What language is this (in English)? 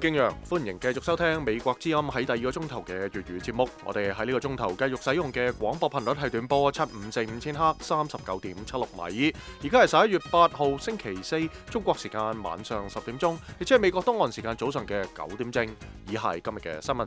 Cantonese